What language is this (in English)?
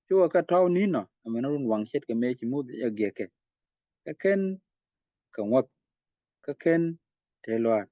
Nuer